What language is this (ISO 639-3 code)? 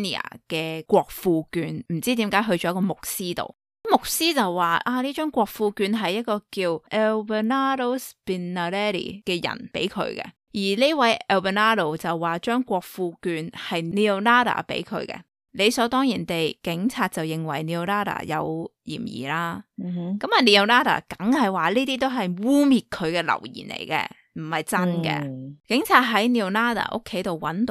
yue